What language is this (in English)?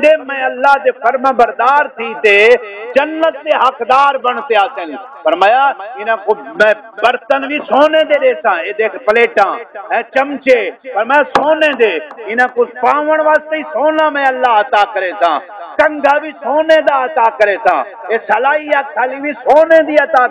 Saraiki